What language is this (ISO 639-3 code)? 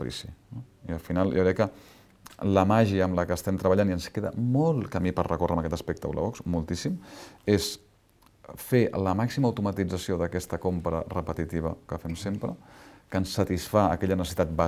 cat